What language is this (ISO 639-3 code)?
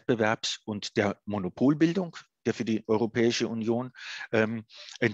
deu